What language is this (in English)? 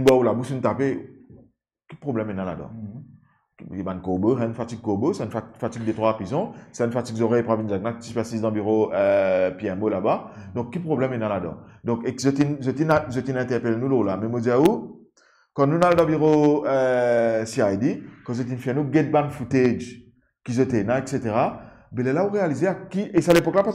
Morisyen